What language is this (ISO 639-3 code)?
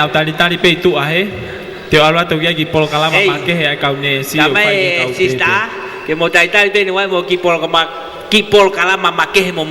ton